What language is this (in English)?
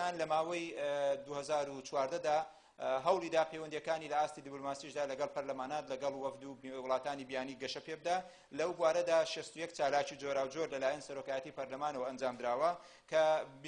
Central Kurdish